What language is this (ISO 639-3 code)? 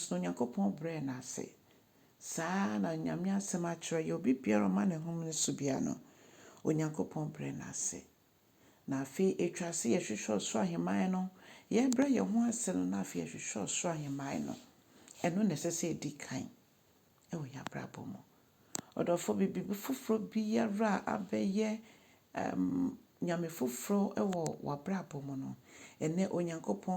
aka